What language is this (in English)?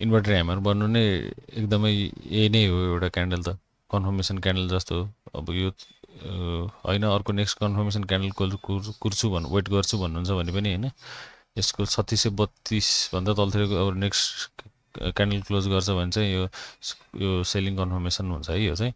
Nepali